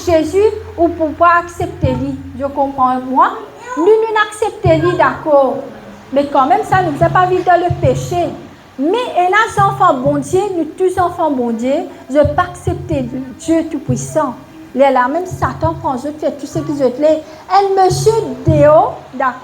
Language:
Morisyen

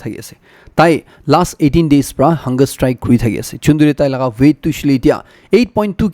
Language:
Naga Pidgin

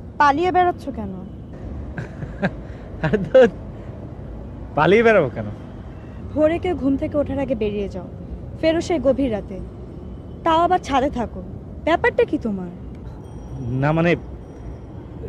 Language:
Bangla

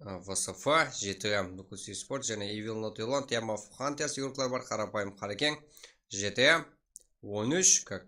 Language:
Kara-Kalpak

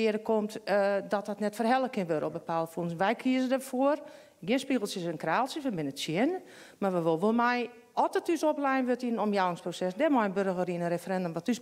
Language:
Western Frisian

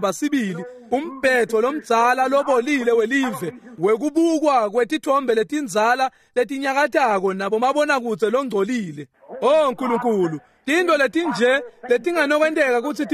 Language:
Swati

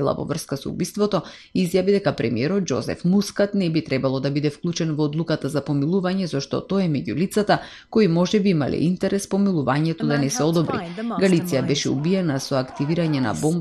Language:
Macedonian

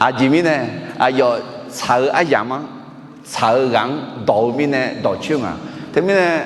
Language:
Akha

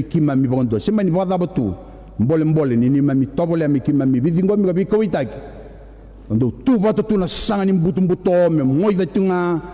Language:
Fijian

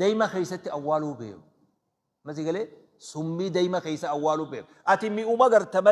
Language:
Oromo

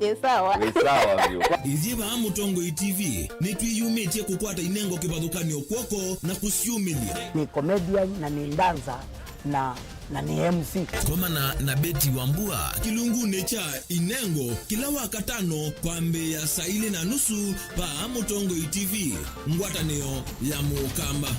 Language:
Kamba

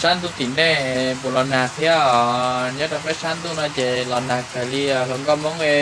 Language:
Hmong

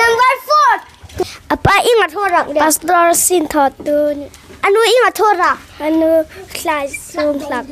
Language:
Hmar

